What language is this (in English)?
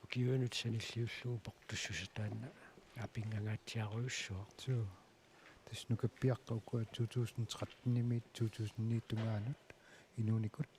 Kalaallisut